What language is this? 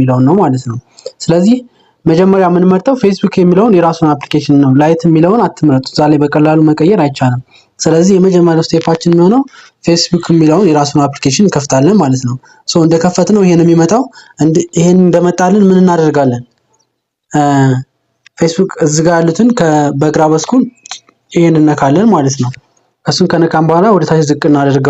Amharic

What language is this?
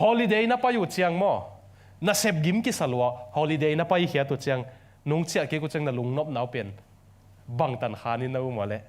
Tedim Chin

